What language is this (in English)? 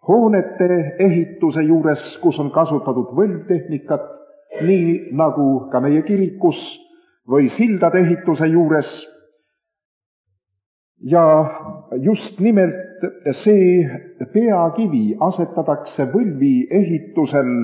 Estonian